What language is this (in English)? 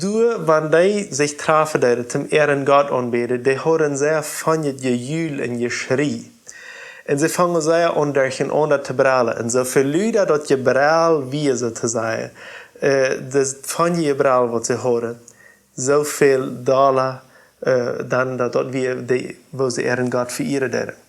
Plautdietsch